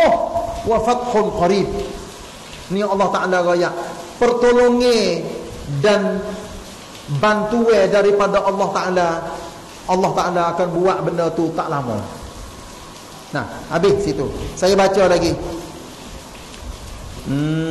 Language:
Malay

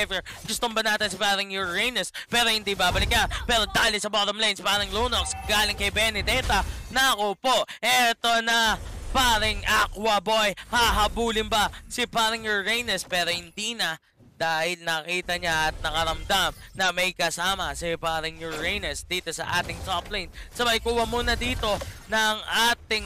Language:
Filipino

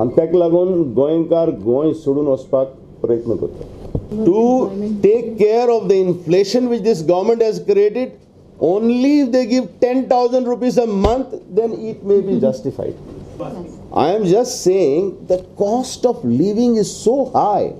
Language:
Konkani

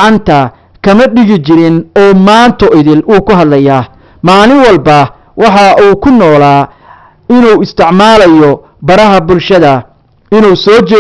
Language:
Somali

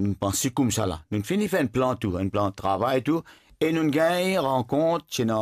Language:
Morisyen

